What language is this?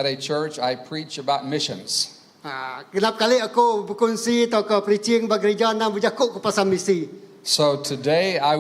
Iban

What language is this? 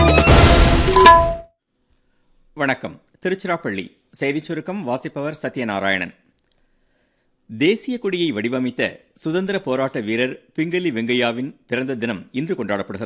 Tamil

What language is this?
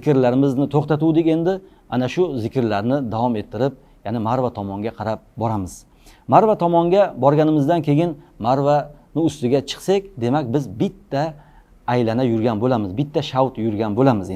Uzbek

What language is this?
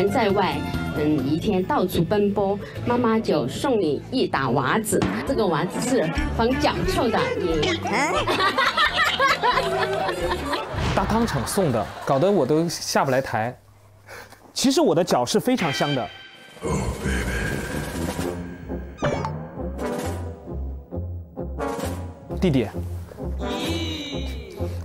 Chinese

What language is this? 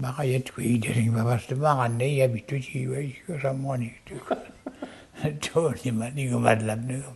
Mi'kmaw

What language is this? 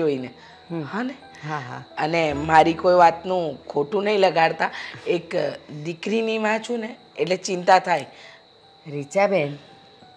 Gujarati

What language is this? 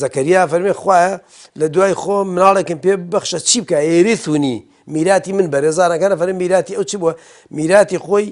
Central Kurdish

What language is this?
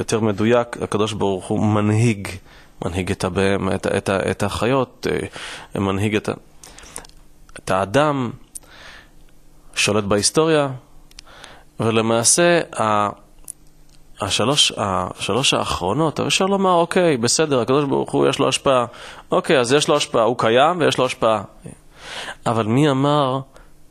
Hebrew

